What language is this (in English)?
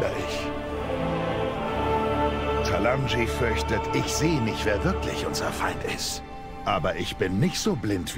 German